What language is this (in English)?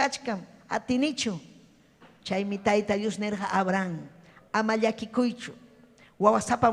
Ayacucho Quechua